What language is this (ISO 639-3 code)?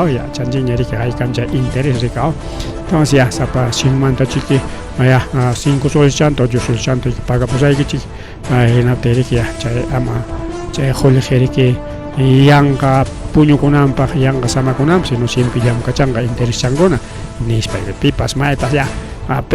quy